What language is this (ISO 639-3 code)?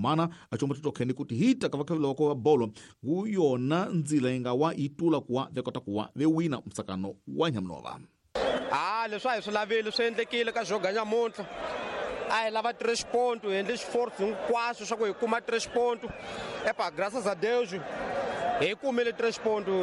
tso